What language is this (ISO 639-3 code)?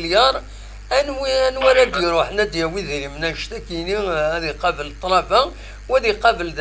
kab